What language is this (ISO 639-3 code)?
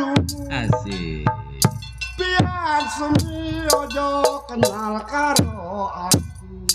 bew